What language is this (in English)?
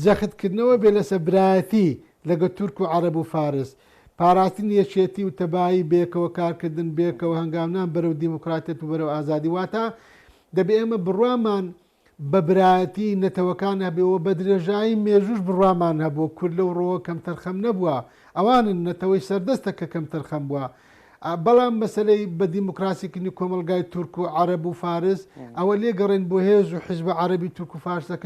Central Kurdish